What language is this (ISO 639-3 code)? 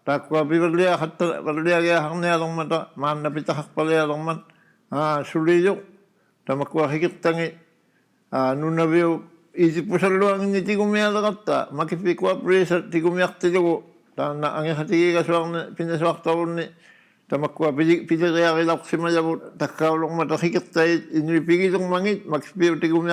iku